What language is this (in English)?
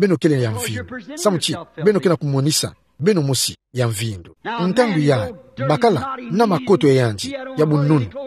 Kituba (Democratic Republic of Congo)